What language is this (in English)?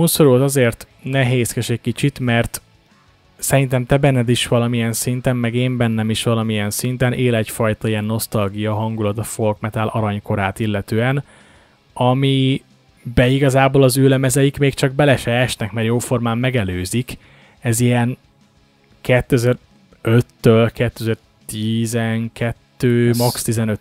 Hungarian